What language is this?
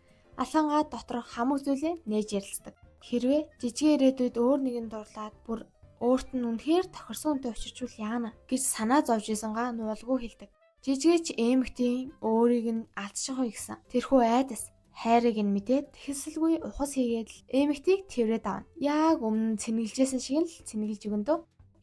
Mongolian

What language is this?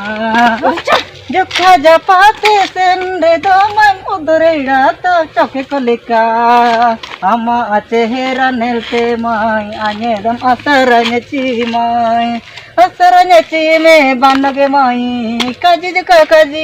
Ho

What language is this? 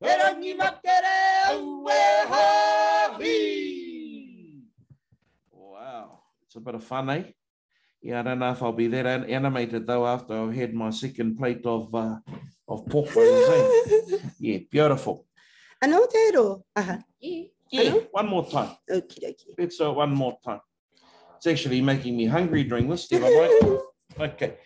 Māori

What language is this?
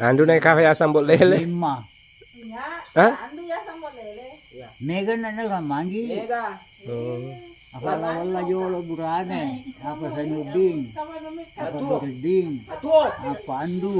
Buginese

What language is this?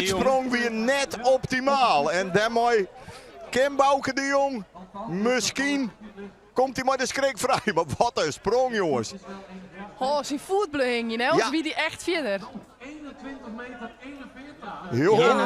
Western Frisian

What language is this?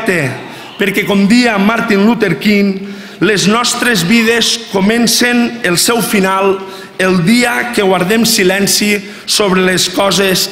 Catalan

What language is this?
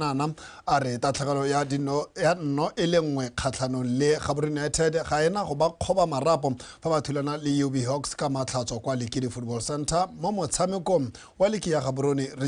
Tswana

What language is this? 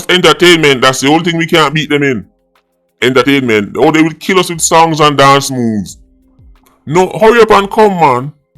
Jamaican Creole English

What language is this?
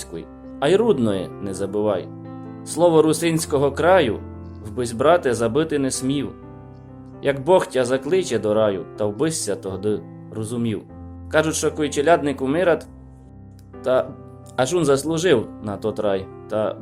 Rusyn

